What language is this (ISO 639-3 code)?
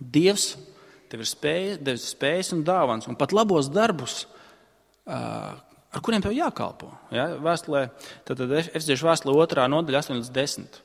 lav